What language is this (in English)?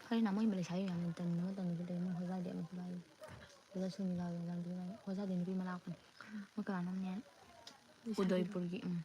Manipuri